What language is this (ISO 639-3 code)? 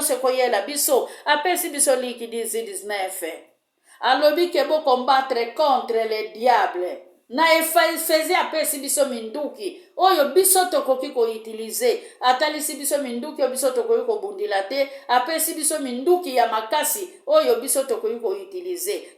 lin